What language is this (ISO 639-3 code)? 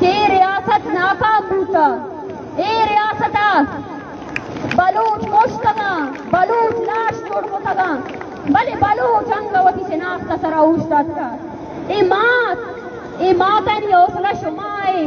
bal